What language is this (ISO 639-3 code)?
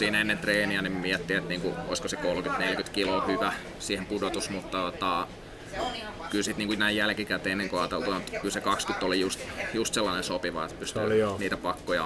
fin